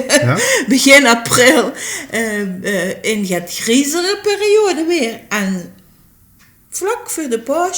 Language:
Limburgish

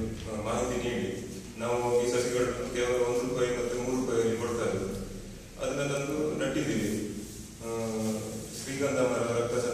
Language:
Kannada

